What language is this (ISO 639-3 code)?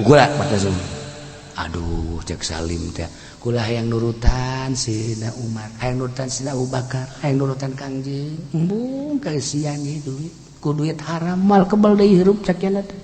sun